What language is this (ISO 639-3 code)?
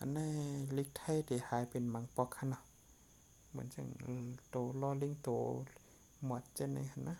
shn